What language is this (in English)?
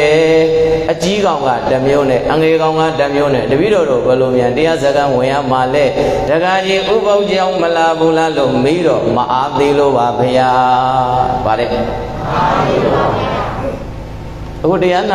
Burmese